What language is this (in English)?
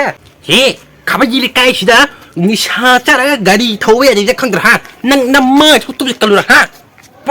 Manipuri